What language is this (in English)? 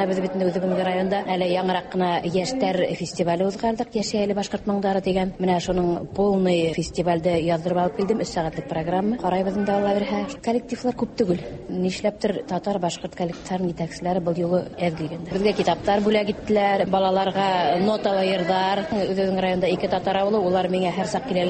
Tatar